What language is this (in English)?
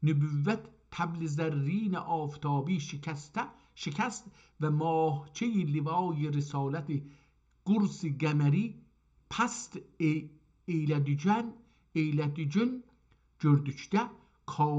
South Azerbaijani